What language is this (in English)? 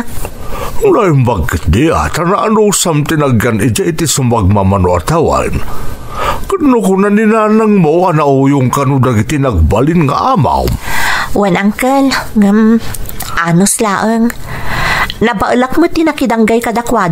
Iloko